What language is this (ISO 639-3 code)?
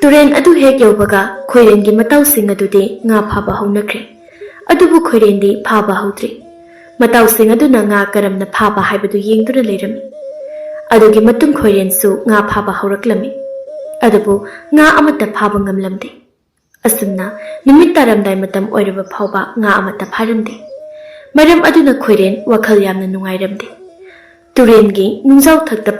mni